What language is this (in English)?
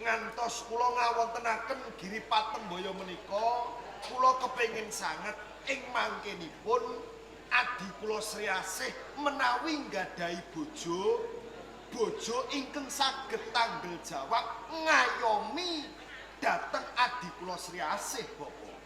Javanese